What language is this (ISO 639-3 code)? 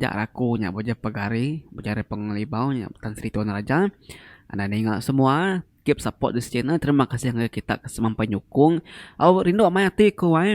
iba